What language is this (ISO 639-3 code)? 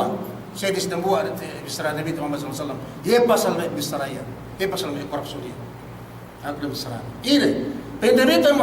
yka